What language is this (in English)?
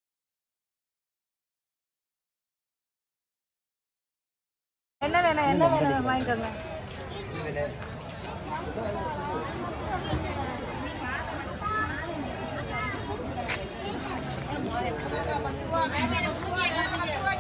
Tamil